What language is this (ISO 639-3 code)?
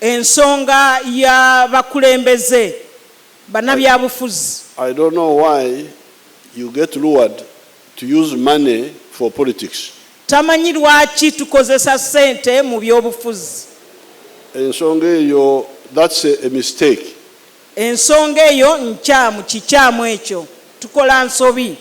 lug